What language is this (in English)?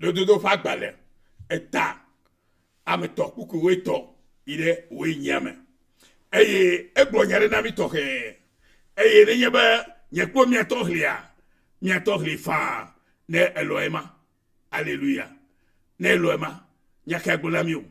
Ewe